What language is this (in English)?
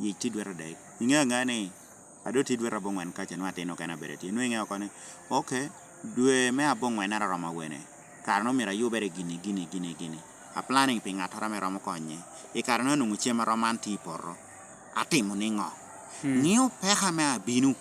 Lango (Uganda)